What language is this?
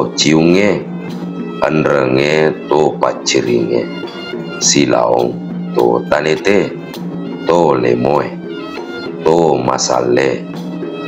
Buginese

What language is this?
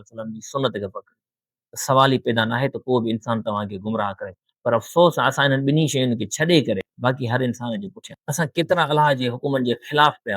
Sindhi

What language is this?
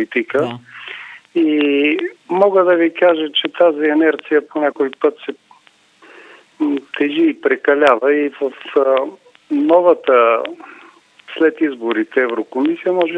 Bulgarian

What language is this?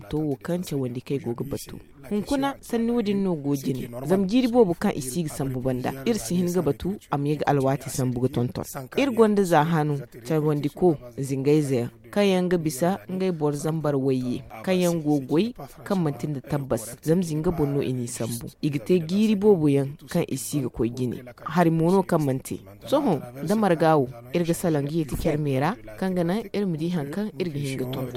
Zarma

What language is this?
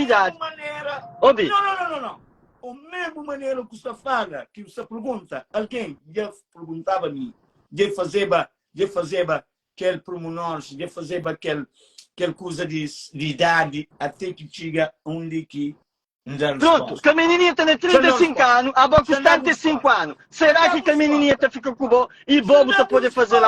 Kabuverdianu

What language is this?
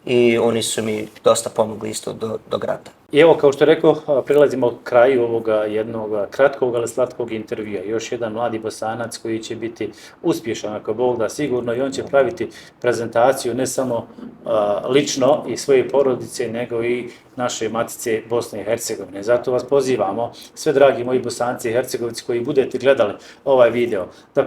Bosnian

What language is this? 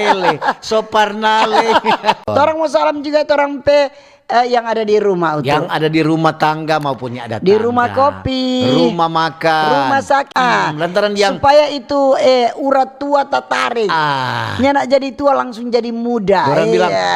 Manado Malay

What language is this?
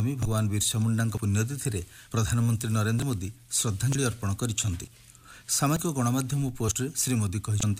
Odia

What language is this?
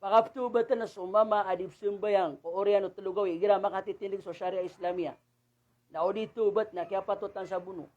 Maranao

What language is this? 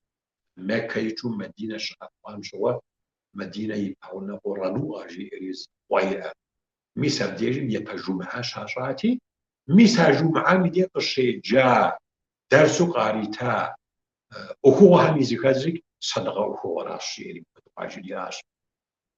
Kabardian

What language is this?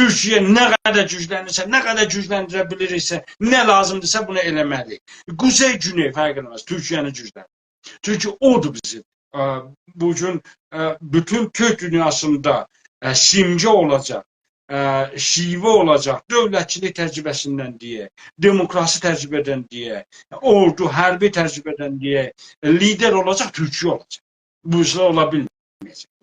South Azerbaijani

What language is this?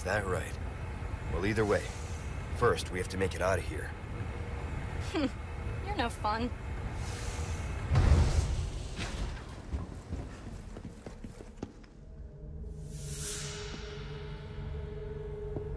English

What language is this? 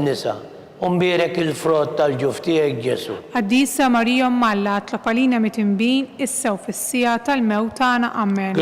Maltese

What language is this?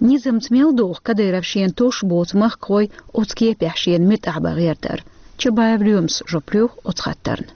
Chechen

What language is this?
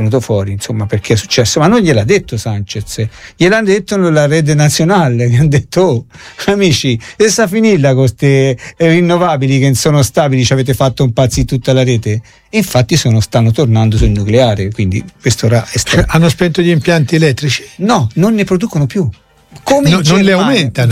Italian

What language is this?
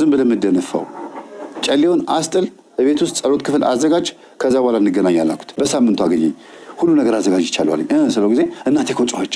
Amharic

